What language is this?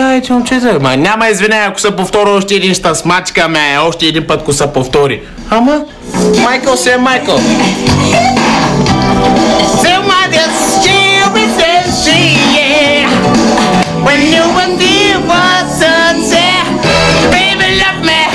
Bulgarian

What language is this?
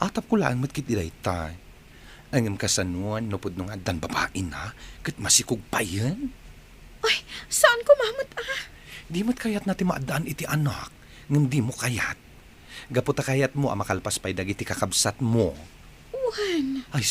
Iloko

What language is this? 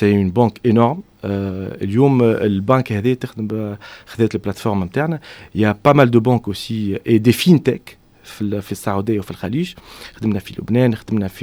Tunisian Arabic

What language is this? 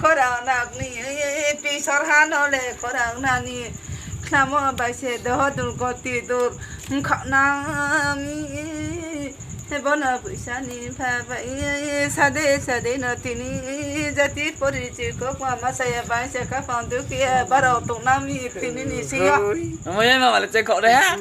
Riang (India)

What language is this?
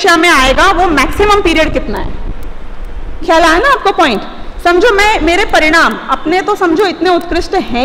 Hindi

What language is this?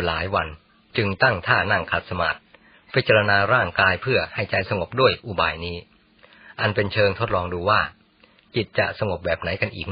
Thai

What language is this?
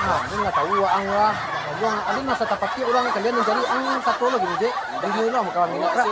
Minangkabau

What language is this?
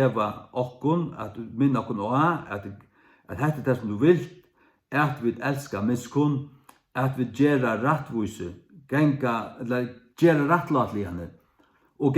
Faroese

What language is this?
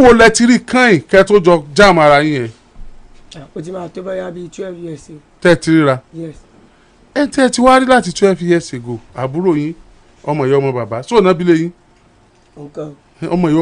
Yoruba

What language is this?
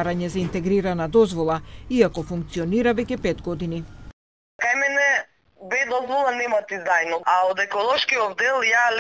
Macedonian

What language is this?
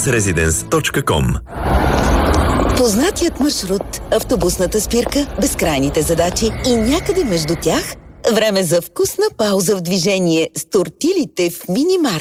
Bulgarian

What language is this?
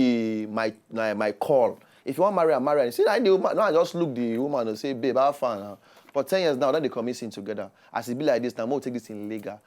Nigerian Pidgin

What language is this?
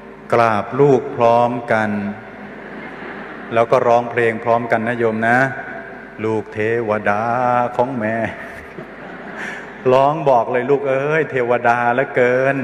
Thai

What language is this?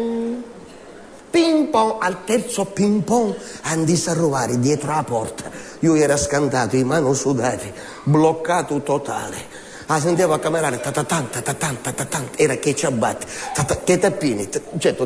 Sicilian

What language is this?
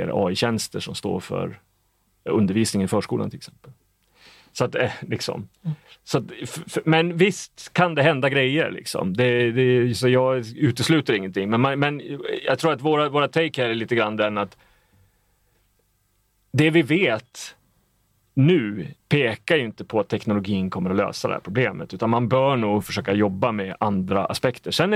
Swedish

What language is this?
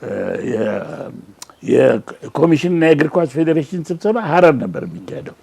Amharic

